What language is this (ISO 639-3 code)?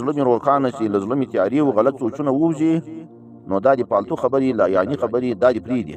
pus